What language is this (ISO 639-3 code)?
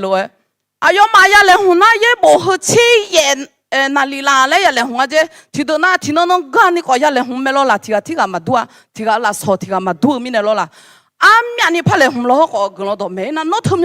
ahk